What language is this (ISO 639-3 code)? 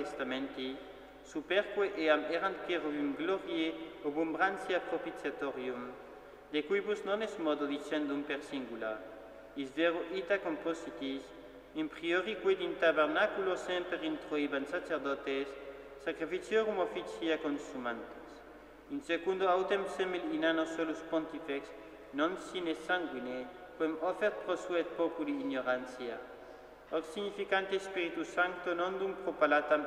lat